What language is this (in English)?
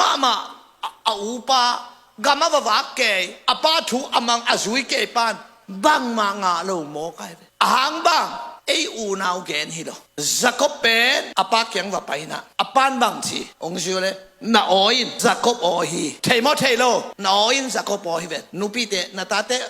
Tedim Chin